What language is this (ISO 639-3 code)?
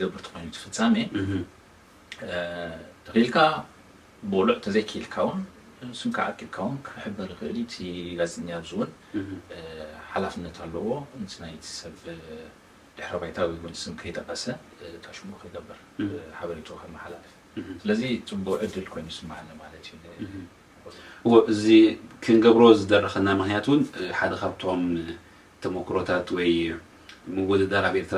tir